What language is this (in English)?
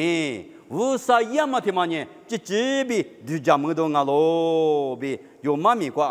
Lisu